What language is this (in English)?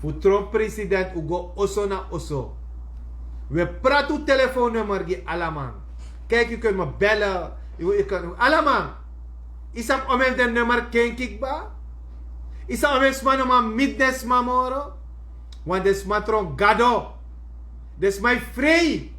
Sranan Tongo